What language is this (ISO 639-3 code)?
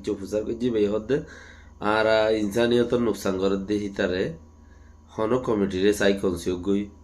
rhg